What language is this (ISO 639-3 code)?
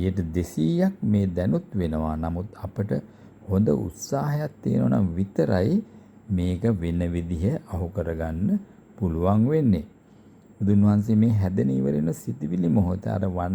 sin